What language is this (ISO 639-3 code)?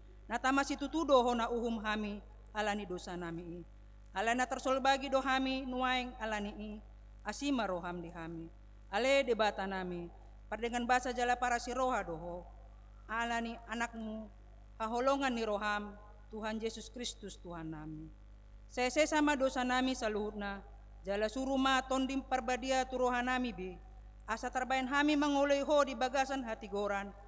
bbc